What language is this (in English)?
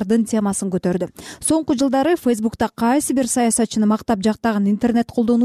Kyrgyz